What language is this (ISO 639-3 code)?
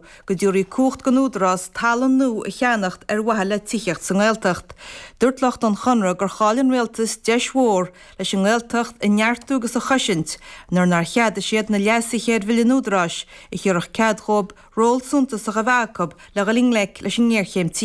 gle